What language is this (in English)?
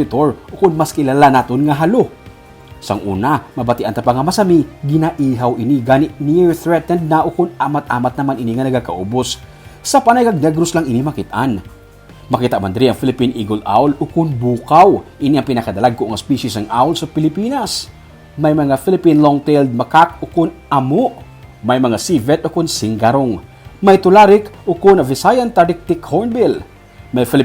Hiligaynon